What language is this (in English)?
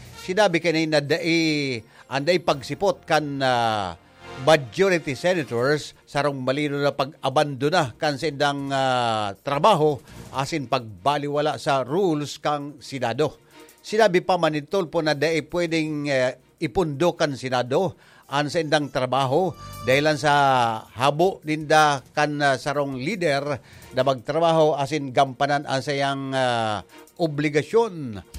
Bikol